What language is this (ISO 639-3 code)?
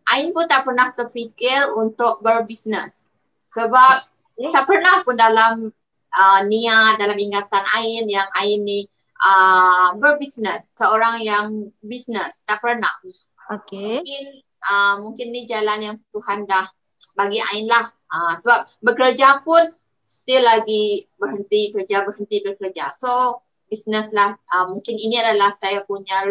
msa